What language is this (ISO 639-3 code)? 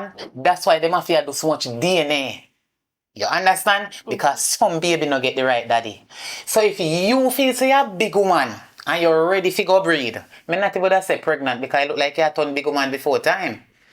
jam